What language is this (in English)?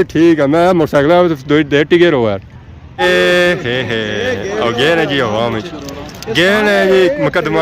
Pahari-Potwari